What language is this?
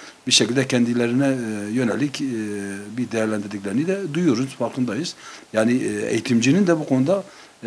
Turkish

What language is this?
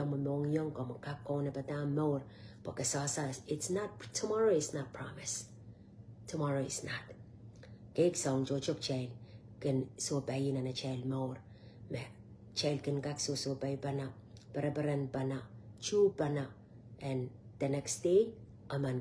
Pohnpeian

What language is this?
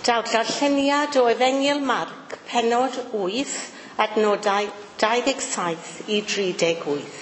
Welsh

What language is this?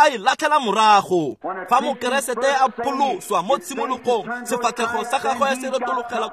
Tswana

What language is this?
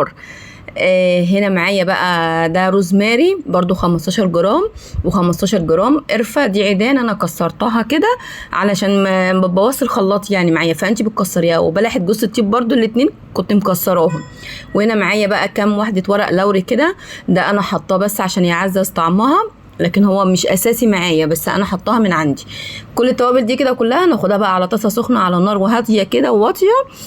Egyptian Arabic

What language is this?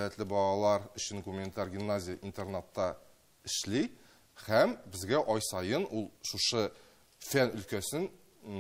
Tatar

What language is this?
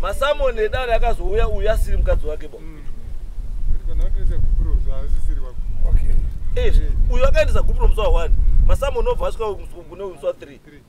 Shona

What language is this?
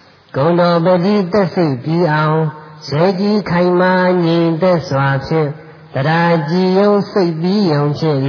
Burmese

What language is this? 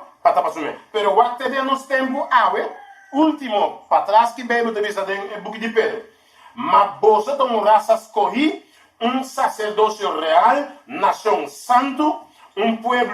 Papiamento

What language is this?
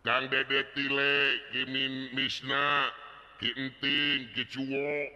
Sundanese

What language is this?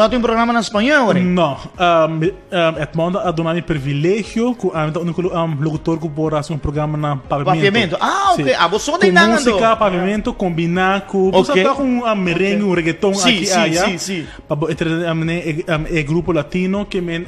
Papiamento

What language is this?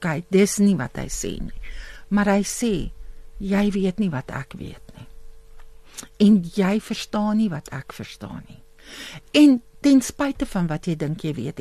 Afrikaans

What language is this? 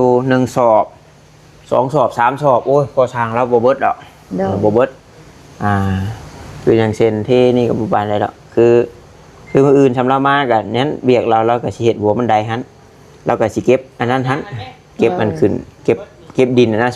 Northeastern Thai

